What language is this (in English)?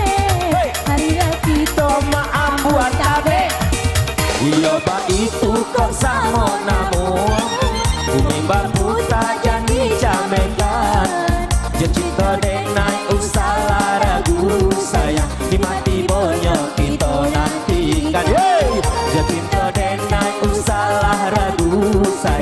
Minangkabau